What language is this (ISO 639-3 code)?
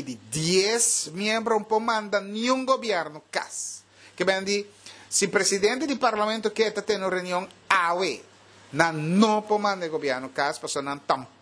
pap